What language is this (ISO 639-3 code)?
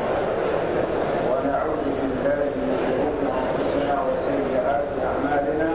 ara